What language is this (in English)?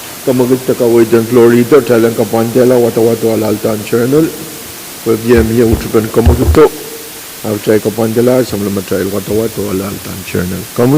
Pohnpeian